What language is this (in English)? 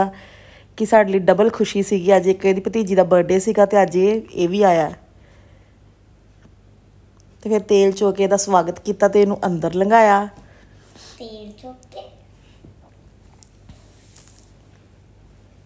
Punjabi